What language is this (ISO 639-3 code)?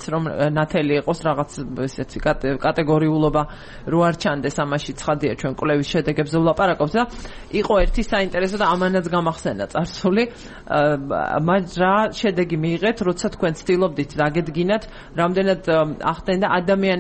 kat